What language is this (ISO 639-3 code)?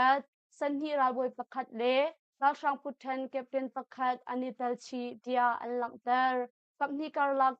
cnh